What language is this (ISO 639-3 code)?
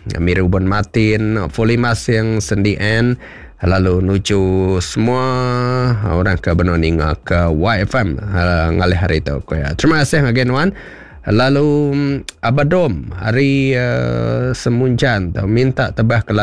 iba